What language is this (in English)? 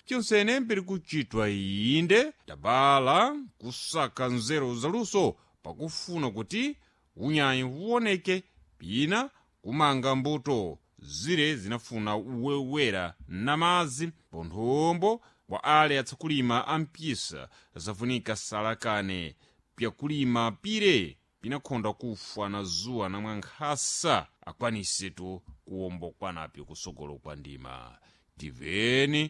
Sena